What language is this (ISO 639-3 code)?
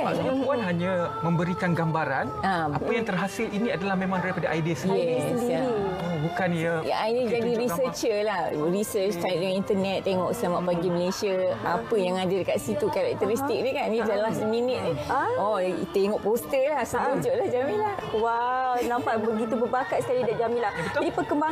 msa